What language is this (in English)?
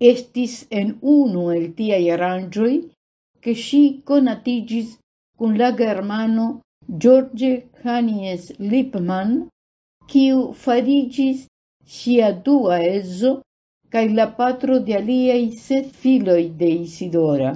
Esperanto